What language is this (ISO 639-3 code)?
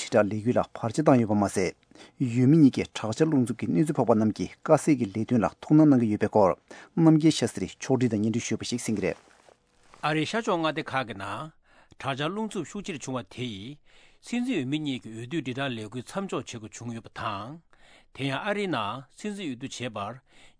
bod